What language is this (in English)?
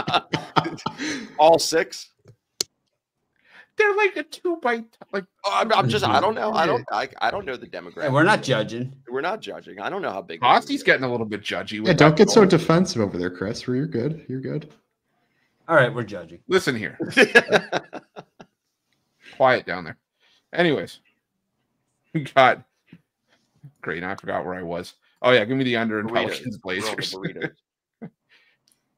English